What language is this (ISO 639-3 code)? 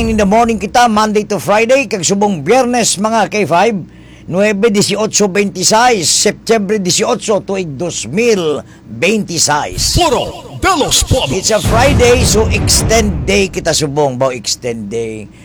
hil